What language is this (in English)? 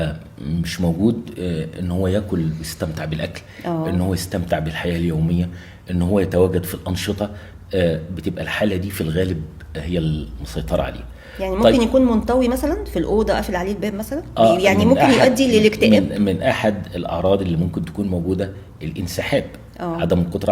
Egyptian Arabic